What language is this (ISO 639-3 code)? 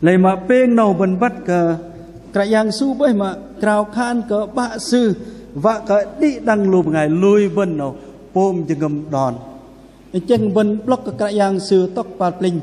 bdq